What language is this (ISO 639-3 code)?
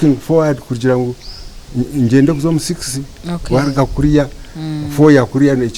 nyn